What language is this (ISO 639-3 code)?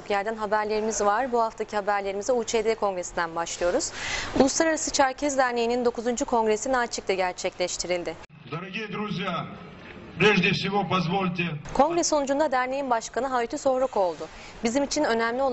tur